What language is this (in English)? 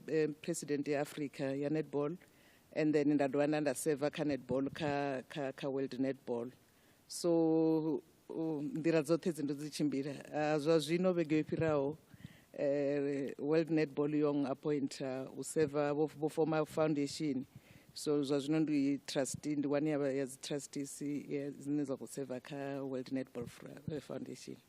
Venda